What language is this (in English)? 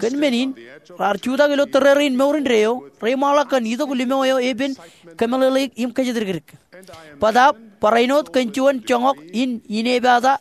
Marshallese